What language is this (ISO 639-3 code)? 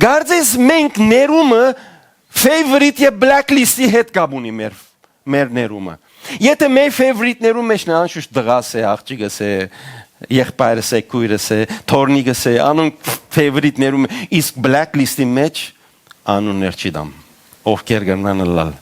hyw